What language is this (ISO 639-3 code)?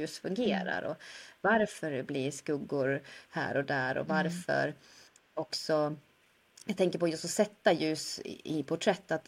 swe